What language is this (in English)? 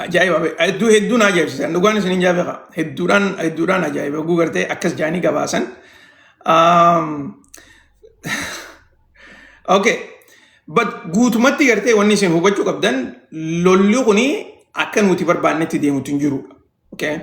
Oromo